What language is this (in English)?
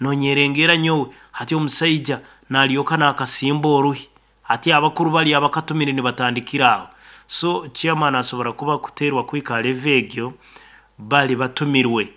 Nyankole